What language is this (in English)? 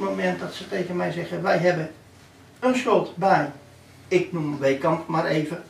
Dutch